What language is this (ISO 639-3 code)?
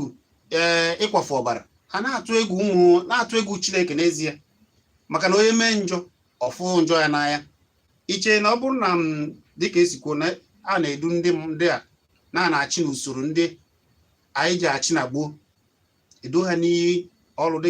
ibo